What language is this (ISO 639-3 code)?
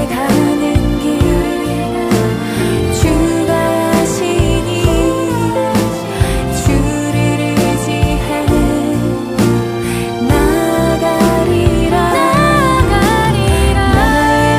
kor